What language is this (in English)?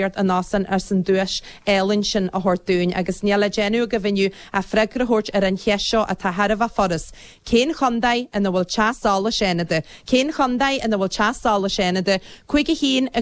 Irish